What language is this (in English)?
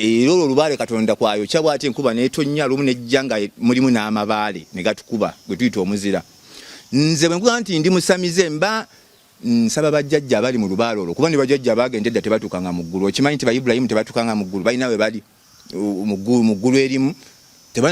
Ganda